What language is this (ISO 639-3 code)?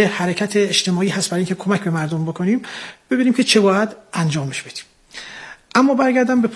fas